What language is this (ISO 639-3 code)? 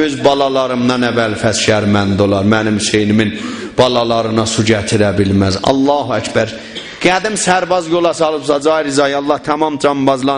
azb